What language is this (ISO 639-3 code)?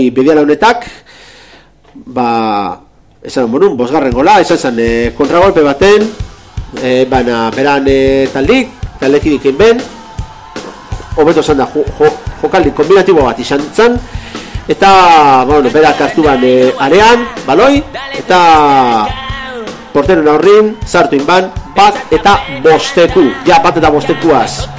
eus